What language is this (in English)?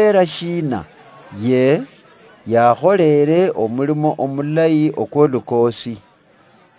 Luyia